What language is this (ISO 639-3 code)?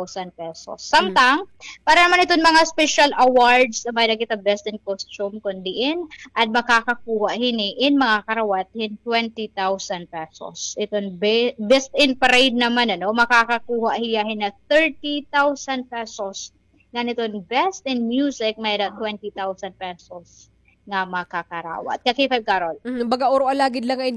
war